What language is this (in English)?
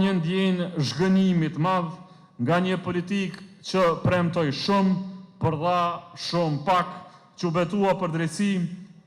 Albanian